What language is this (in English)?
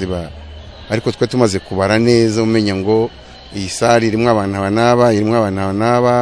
Kinyarwanda